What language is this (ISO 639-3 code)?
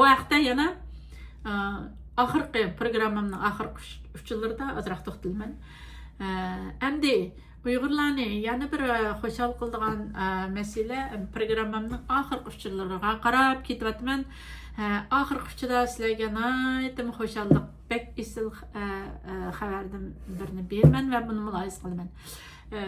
uig